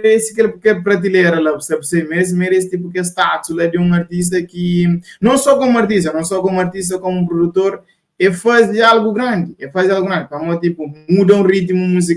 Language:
Kabuverdianu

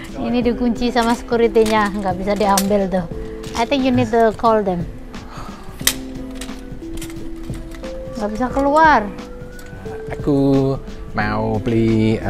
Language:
Indonesian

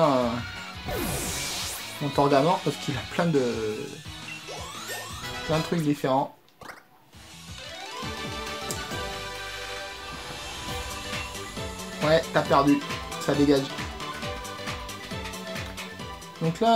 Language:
French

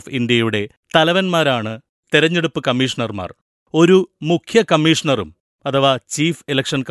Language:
Malayalam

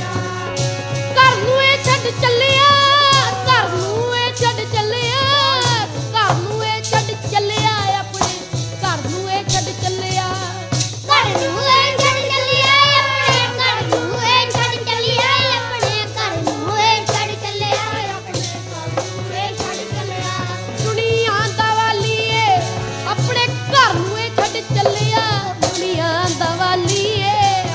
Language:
Punjabi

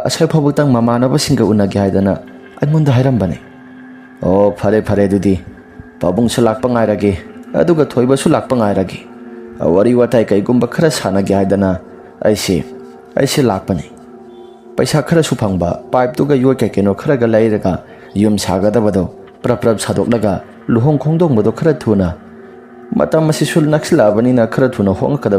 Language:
Manipuri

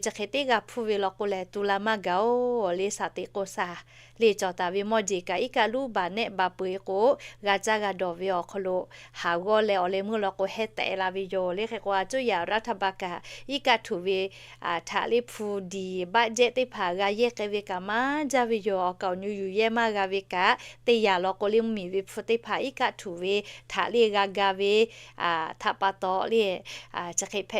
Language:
Lahu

